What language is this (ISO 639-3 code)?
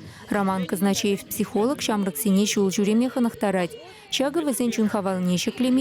chv